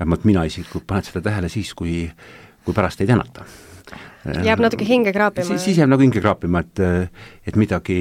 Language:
Estonian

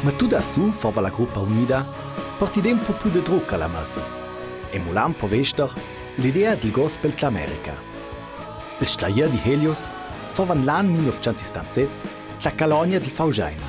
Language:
Ladin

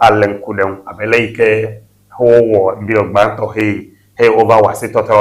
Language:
Ewe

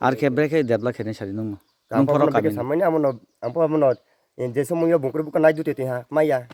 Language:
Kok Borok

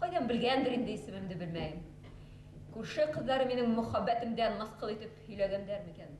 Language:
Bashkir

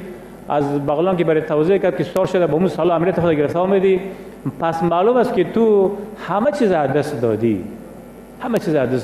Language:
Persian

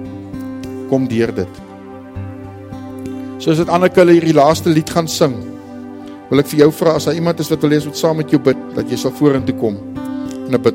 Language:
Afrikaans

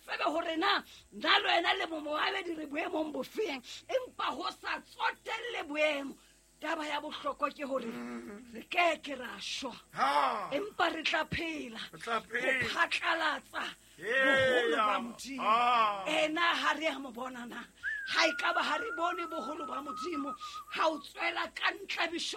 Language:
Southern Sotho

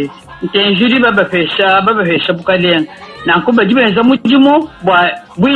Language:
Luba-Lulua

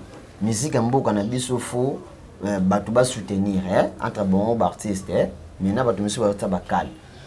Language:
Lingala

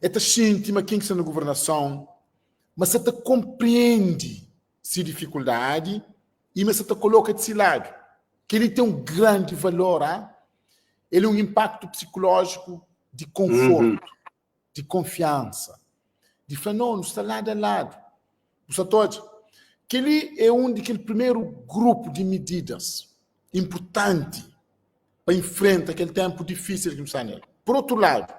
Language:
Kabuverdianu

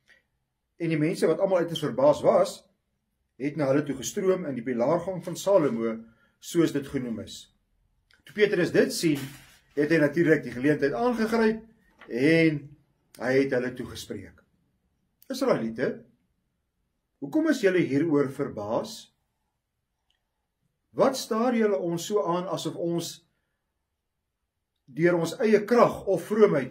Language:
Afrikaans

